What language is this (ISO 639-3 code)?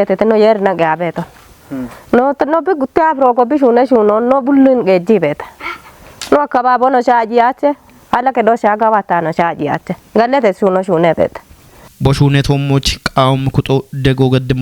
kbr